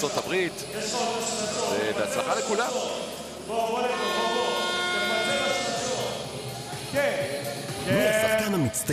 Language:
Hebrew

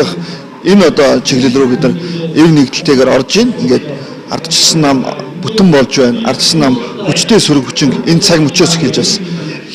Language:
Mongolian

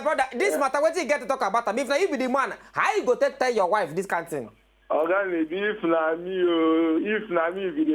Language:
Nigerian Pidgin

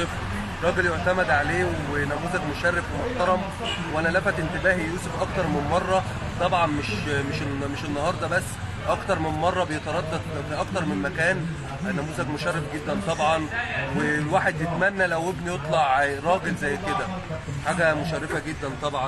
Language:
Egyptian Arabic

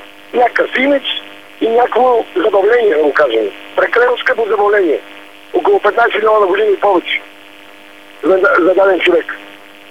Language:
Bulgarian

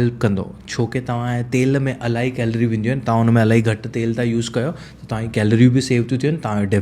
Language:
Sindhi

